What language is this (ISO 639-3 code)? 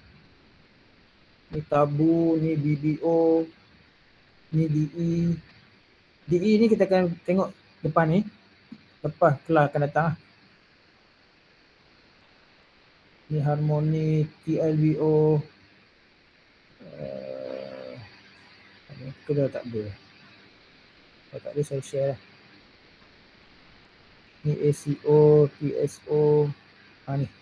msa